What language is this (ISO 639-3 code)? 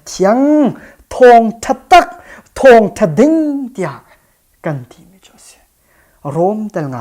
cnh